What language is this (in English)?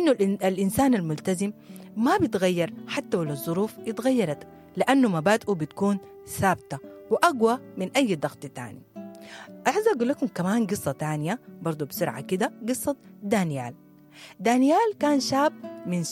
Sudanese Arabic